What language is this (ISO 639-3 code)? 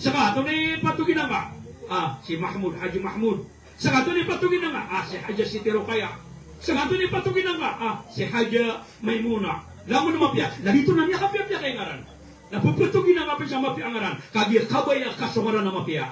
mrw